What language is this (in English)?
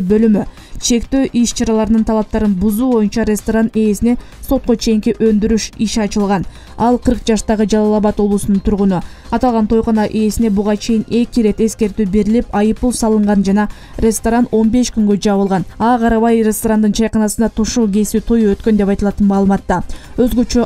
Kyrgyz